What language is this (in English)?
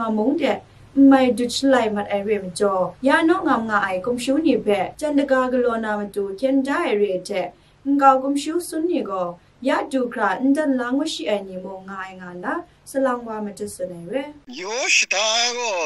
Kachin